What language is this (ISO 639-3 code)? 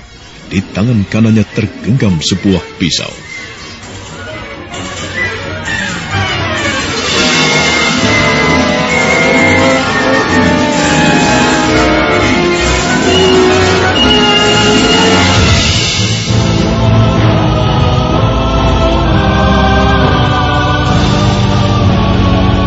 ind